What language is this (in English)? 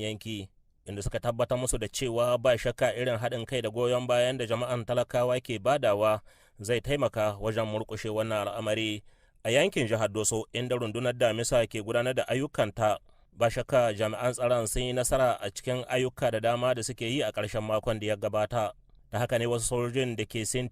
Hausa